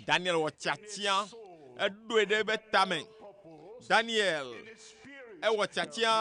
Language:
Ewe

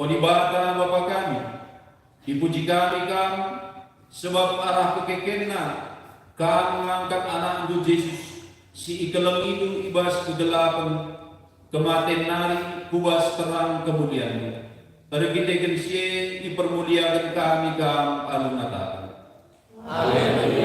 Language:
Batak Karo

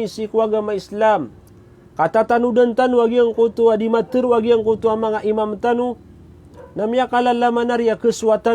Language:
Maranao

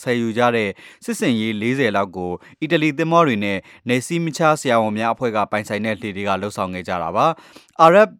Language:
Burmese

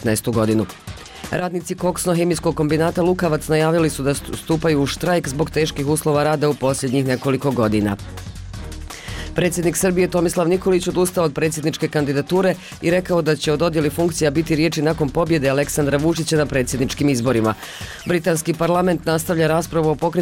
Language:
Bosnian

